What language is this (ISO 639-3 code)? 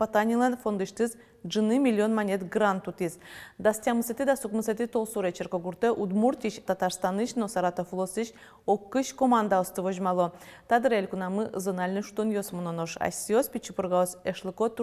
udm